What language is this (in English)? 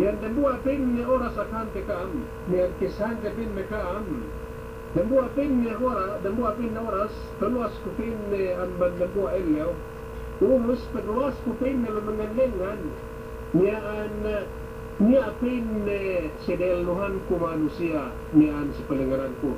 Yakan